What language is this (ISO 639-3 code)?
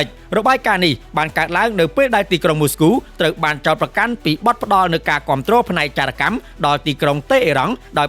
khm